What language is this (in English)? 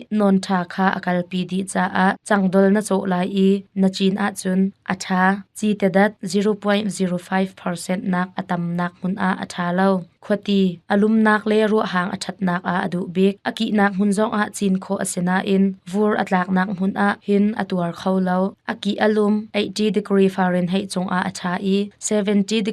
Hakha Chin